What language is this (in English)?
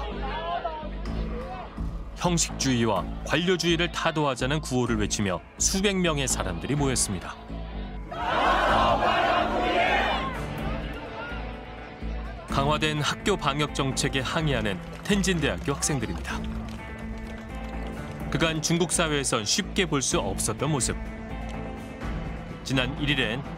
Korean